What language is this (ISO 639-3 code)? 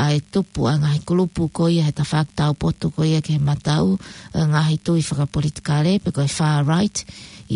ton